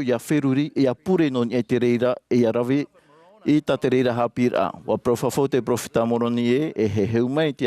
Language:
Tahitian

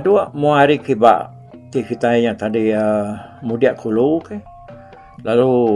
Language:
Iban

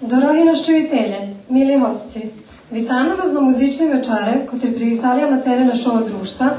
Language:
Rusyn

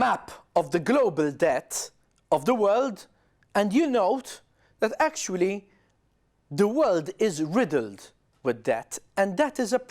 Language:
English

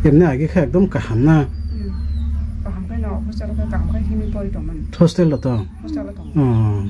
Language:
Kok Borok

